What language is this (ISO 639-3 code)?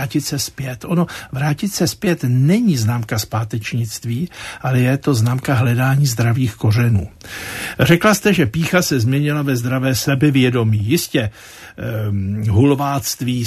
ces